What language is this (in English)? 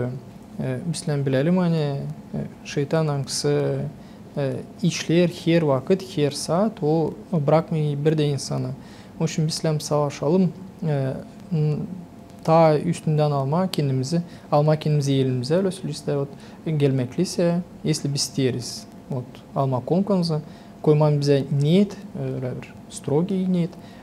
Gagauz